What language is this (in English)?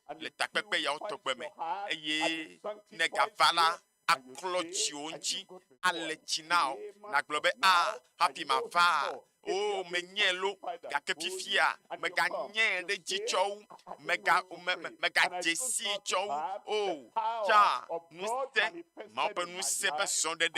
Ewe